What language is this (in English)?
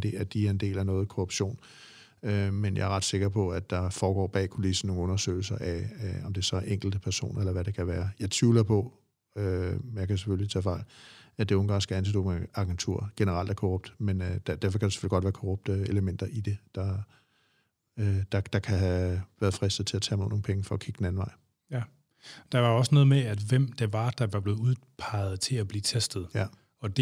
Danish